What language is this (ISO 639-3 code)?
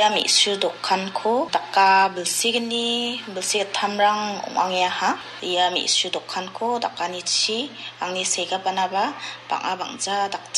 grt